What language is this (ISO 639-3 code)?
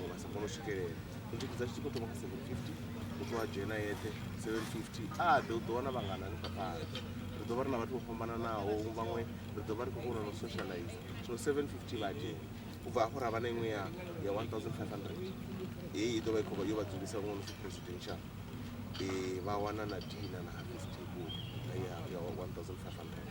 ven